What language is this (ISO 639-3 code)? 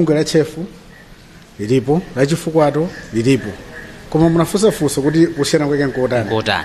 nya